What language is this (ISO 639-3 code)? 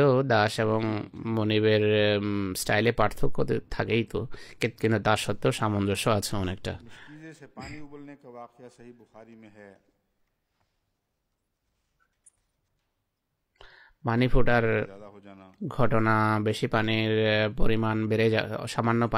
ben